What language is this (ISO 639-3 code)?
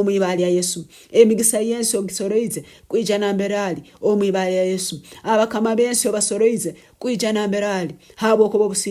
nyn